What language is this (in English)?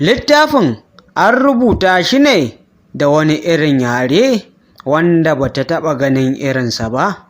Hausa